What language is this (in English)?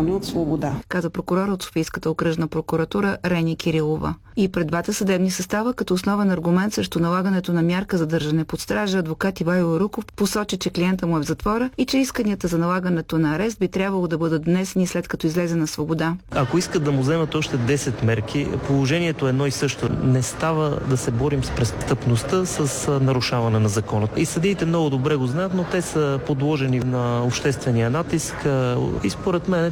Bulgarian